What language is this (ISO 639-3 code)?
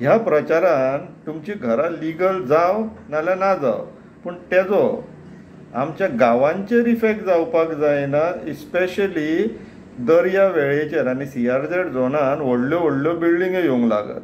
kok